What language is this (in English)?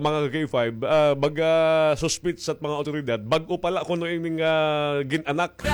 Waray